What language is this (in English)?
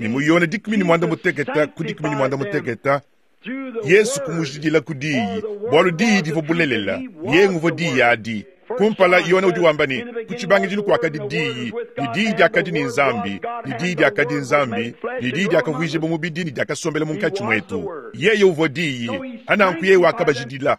Luba-Lulua